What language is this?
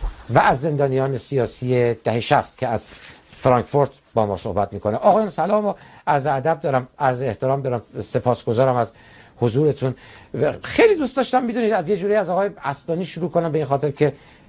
Persian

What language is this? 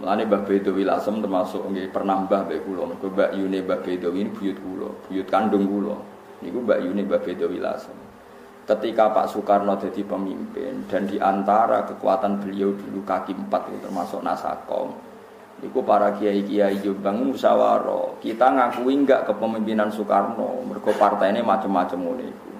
Javanese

